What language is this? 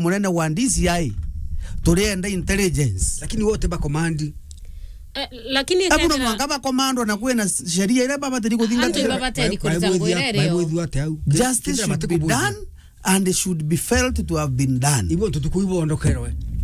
Meru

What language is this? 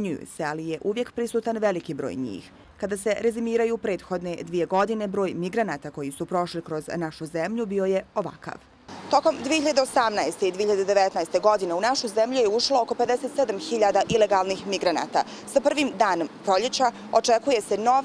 Bosnian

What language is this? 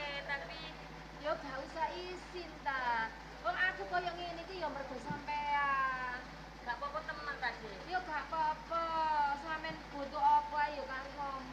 Javanese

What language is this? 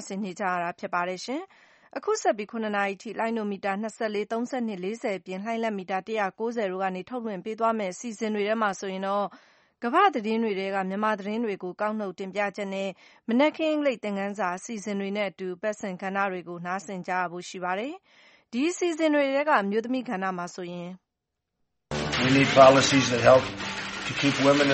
Burmese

